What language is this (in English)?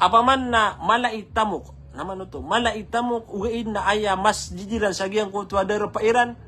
Maranao